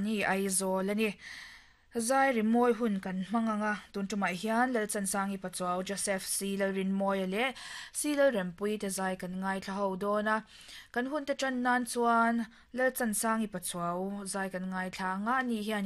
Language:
Mizo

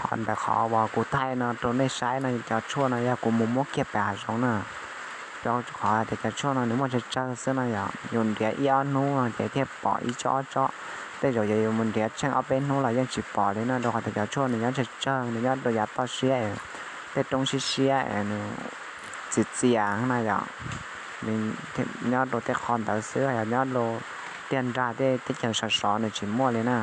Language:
Hmong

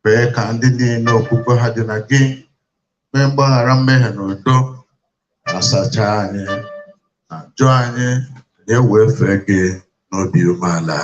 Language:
Igbo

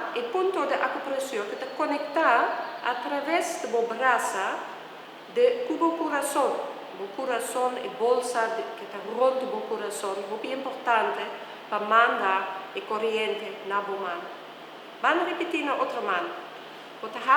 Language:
Papiamento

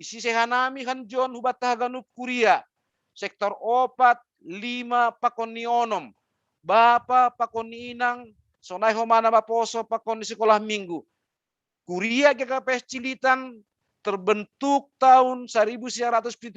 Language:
Batak Simalungun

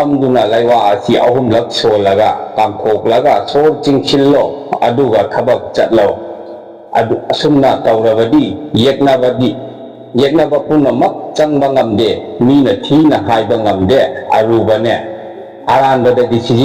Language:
Manipuri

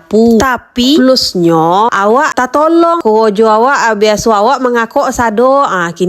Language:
Minangkabau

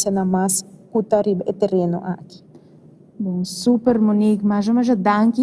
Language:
Papiamento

